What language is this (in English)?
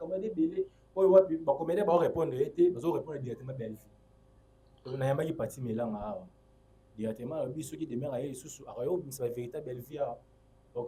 Lingala